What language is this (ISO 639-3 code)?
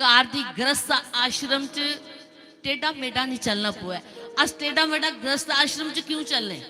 doi